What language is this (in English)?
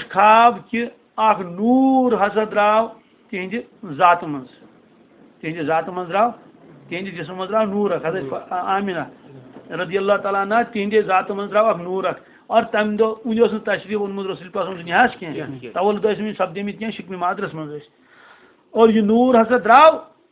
Kashmiri